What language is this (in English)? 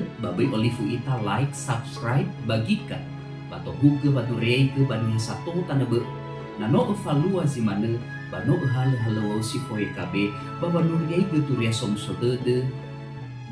Nias